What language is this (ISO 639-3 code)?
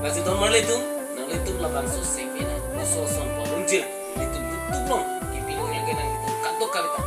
mjw